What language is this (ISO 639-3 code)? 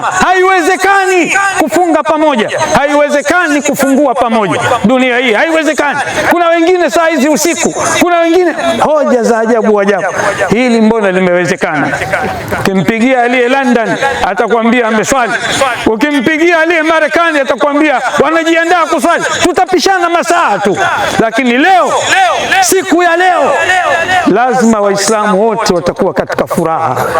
swa